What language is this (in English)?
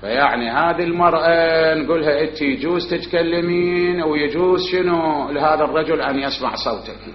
Mesopotamian Arabic